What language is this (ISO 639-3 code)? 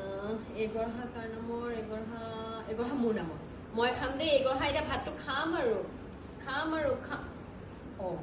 asm